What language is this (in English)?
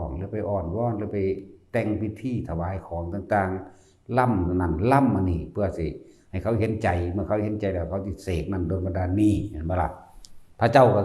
Northeastern Thai